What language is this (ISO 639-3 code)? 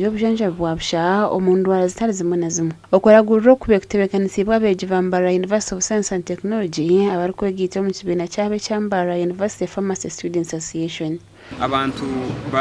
nyn